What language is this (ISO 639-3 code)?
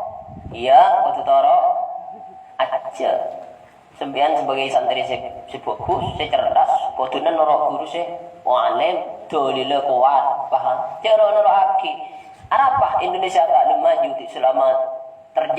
mad